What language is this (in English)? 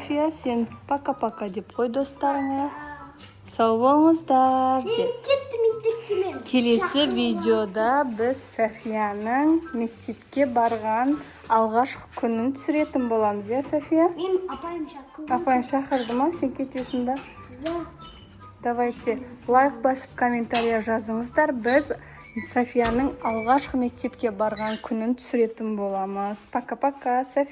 Kazakh